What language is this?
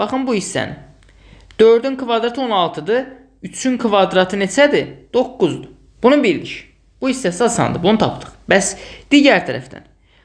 Azerbaijani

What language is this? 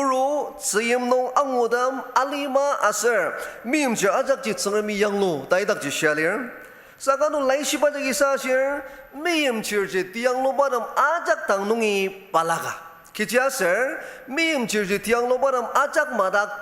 Ao Naga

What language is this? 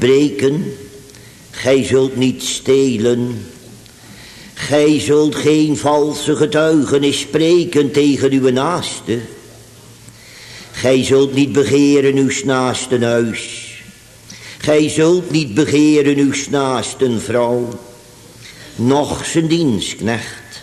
Dutch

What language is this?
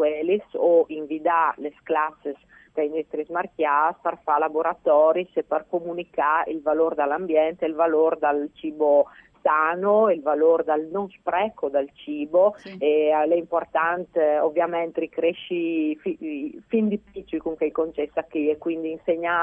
Friulian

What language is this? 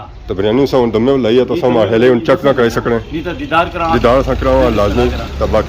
Pahari-Potwari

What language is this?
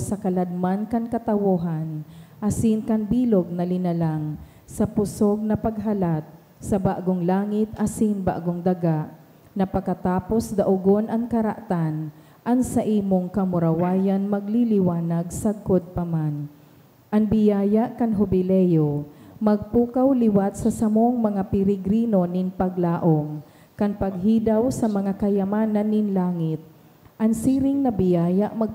Bikol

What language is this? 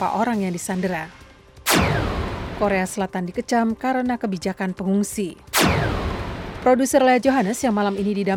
Indonesian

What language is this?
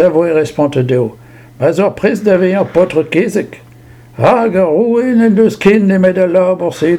Breton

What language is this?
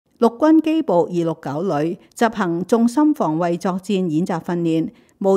Cantonese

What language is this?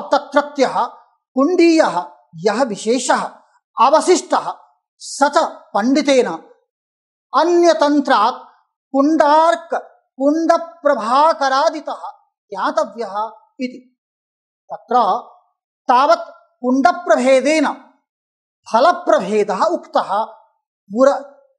Sanskrit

